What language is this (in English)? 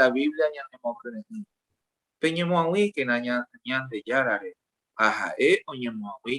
Guarani